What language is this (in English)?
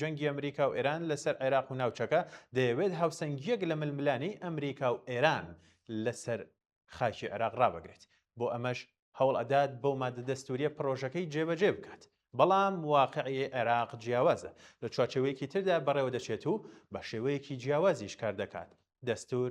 Central Kurdish